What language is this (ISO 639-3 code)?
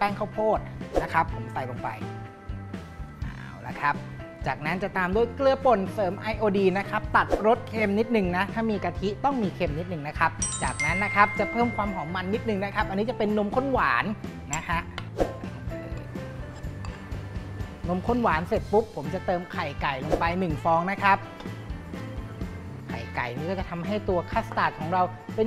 tha